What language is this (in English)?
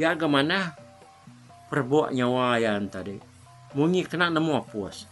Iban